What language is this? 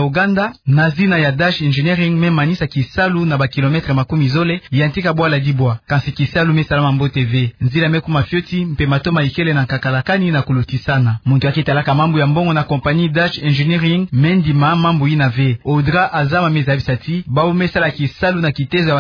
Kituba (Democratic Republic of Congo)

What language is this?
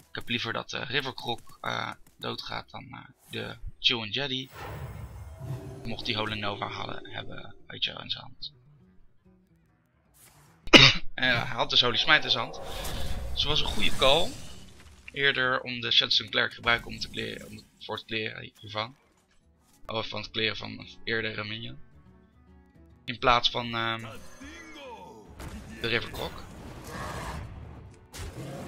Dutch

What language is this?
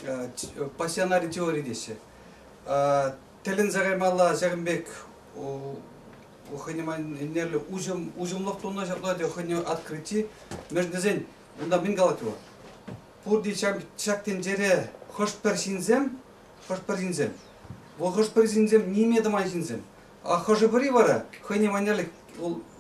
Chuvash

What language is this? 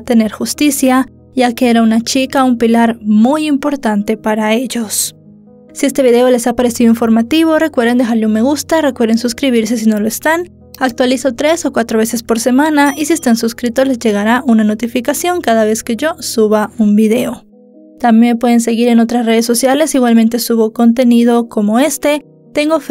Spanish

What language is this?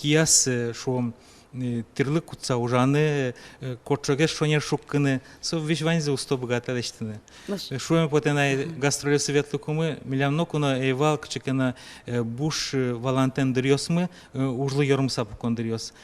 Udmurt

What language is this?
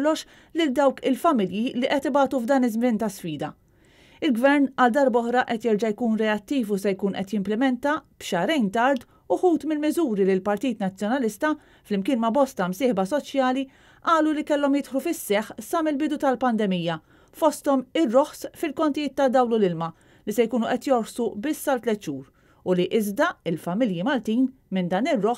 Maltese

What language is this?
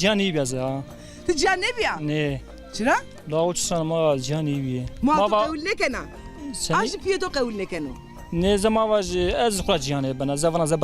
Zaza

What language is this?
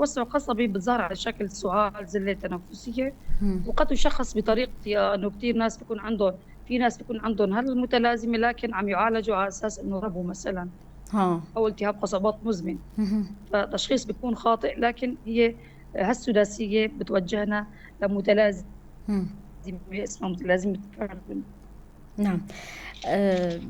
North Levantine Arabic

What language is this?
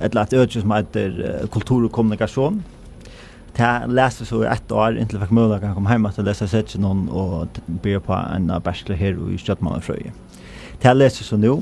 Faroese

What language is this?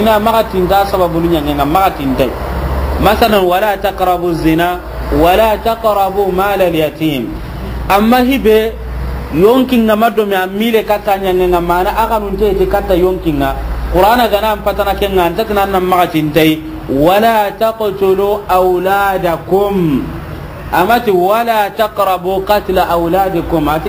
Soninke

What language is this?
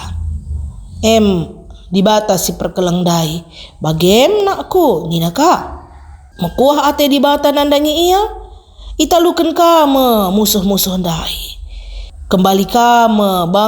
Batak Karo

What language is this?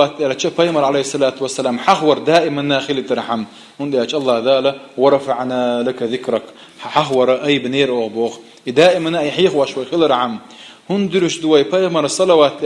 Chechen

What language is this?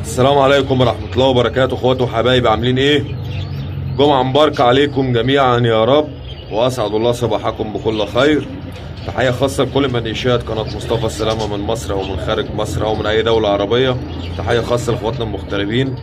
Egyptian Arabic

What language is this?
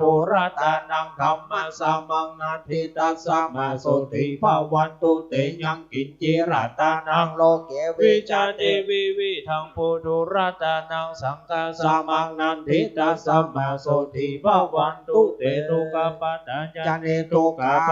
Pali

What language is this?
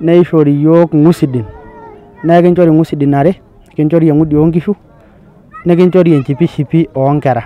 Masai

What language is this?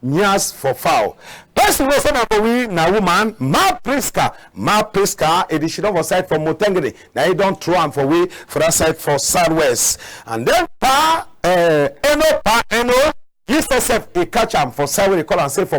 Cameroon Pidgin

